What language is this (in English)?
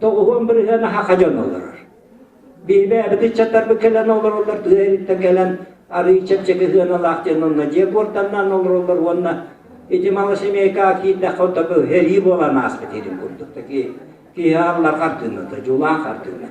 Yakut